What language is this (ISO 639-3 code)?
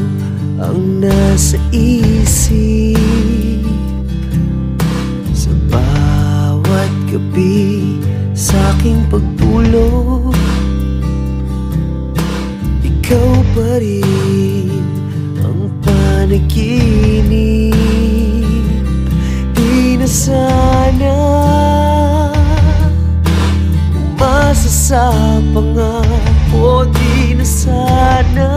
fil